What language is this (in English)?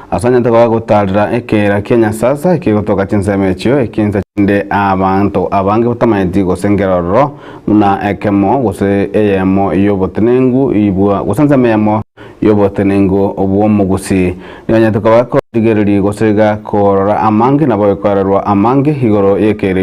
Gusii